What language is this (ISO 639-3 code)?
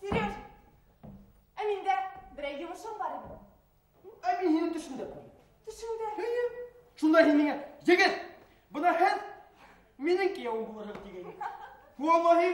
bak